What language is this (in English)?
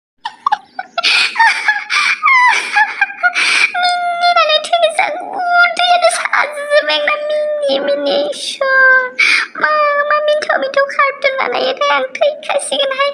Bodo